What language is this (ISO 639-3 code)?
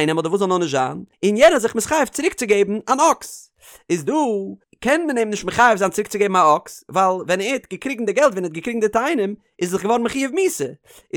yid